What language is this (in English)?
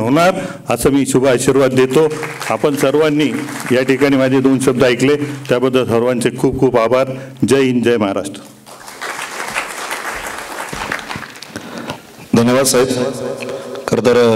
Marathi